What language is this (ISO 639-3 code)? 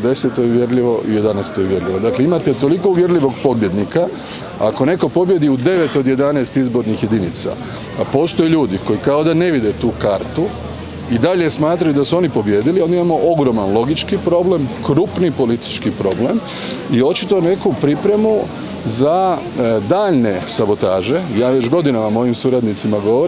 hrv